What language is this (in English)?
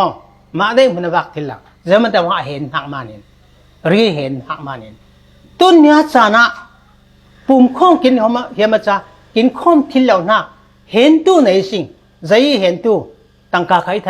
Falam Chin